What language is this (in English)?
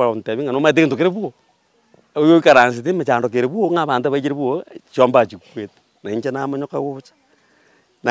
Gusii